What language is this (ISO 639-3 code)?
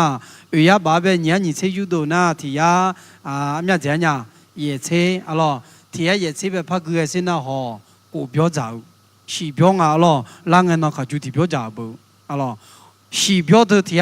ahk